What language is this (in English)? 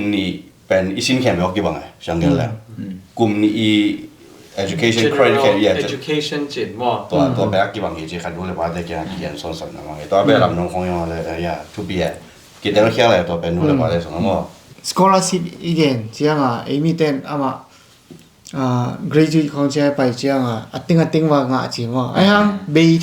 Tedim Chin